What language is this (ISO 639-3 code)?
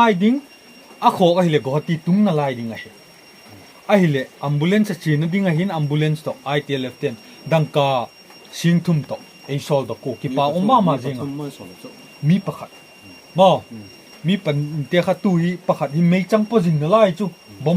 pck